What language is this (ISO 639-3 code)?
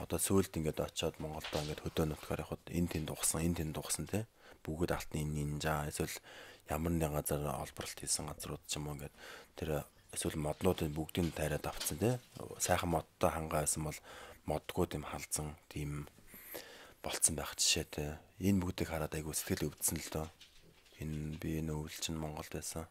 mon